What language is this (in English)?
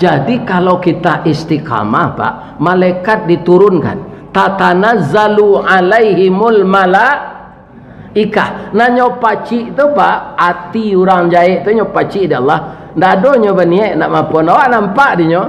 Minangkabau